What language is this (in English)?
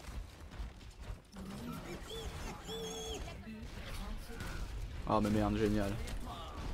French